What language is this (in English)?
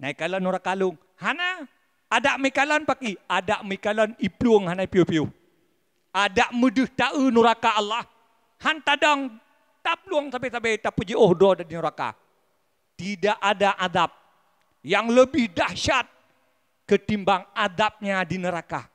Achinese